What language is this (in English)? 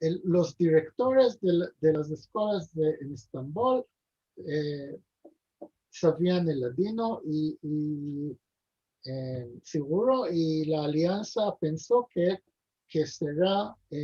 Ladino